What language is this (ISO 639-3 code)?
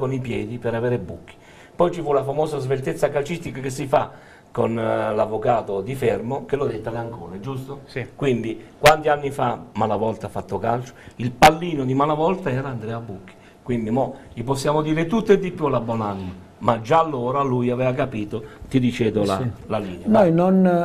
ita